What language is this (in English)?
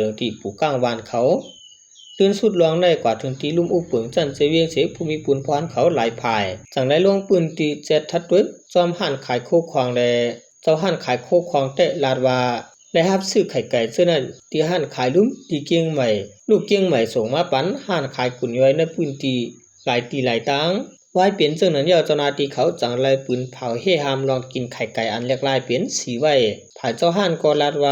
Shan